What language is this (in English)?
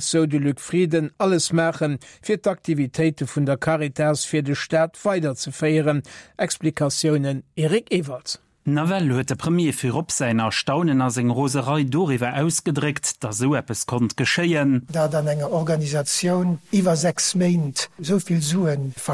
Luxembourgish